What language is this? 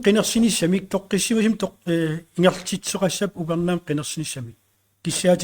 Kalaallisut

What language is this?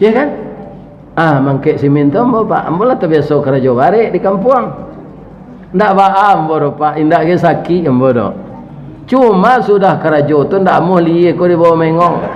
Minangkabau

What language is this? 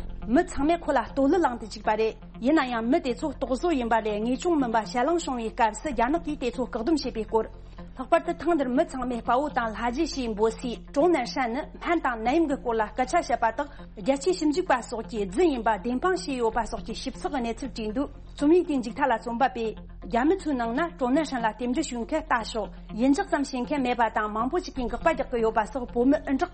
Tibetan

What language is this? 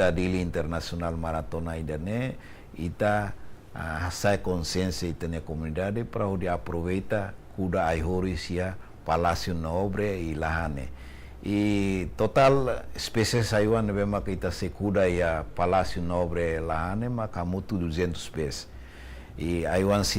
Tetum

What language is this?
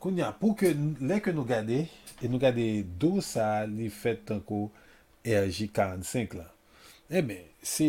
Haitian Creole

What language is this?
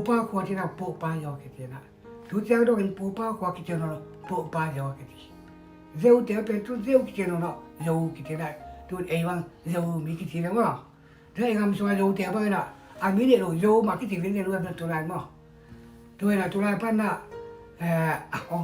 Tedim Chin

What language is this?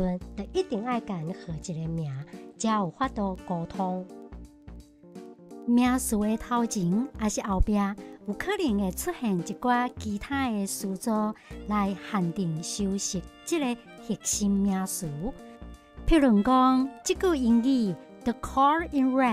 Min Nan Chinese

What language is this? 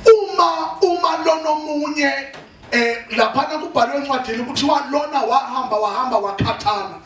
Zulu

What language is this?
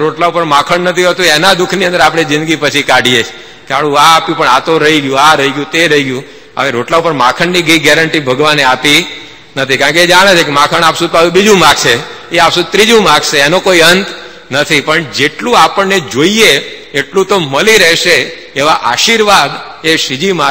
Gujarati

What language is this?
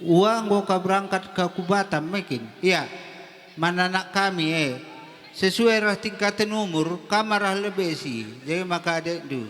Batak Karo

